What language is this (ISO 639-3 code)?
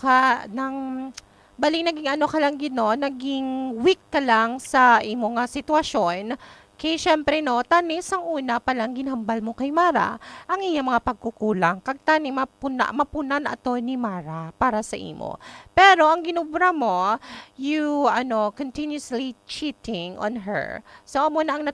hil